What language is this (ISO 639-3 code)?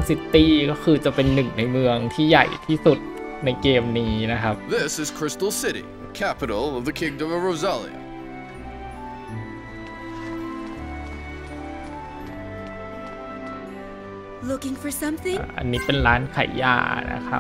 tha